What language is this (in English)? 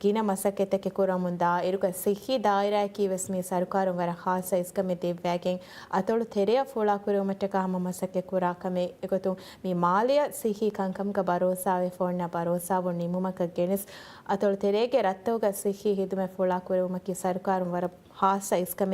Divehi